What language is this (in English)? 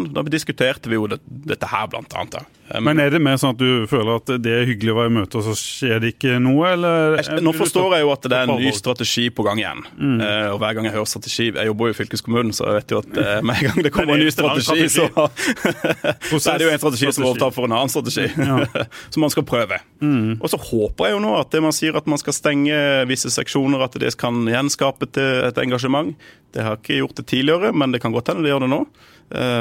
Norwegian